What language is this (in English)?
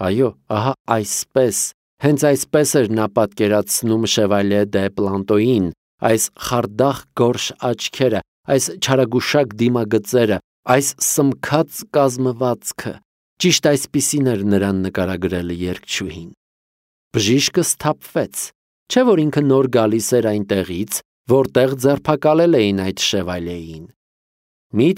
Armenian